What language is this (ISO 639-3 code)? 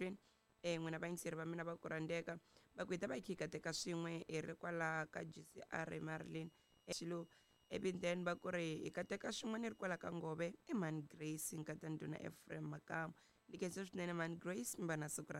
tso